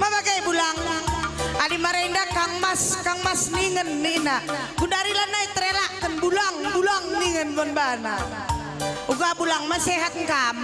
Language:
Batak Karo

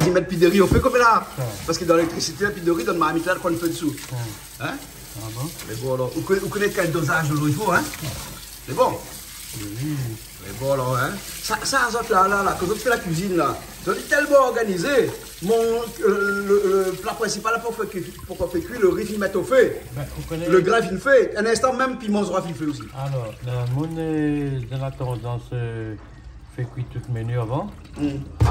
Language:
Réunion Creole French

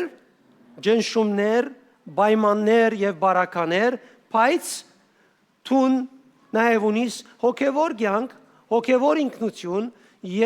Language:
Western Armenian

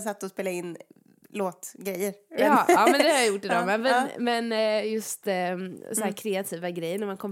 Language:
Swedish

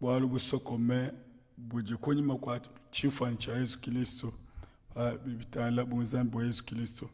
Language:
Luba-Lulua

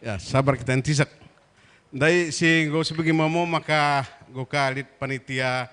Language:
Batak Karo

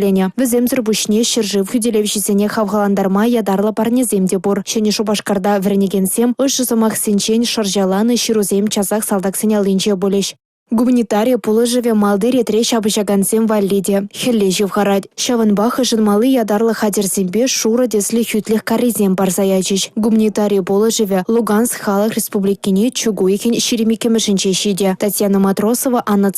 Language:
Chuvash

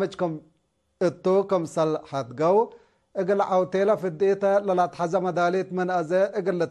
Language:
Tigre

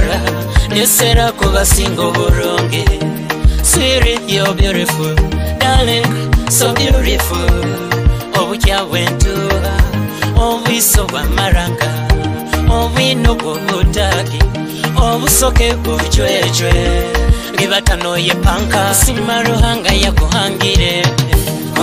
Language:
Nyoro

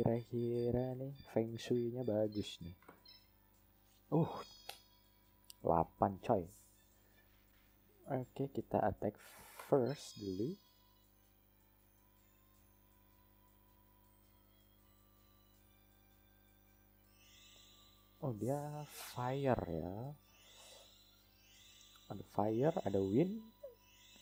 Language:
Indonesian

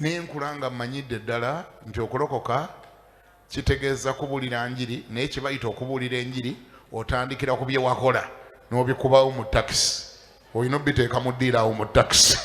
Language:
Ganda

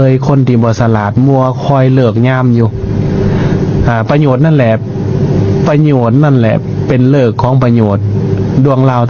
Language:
Lao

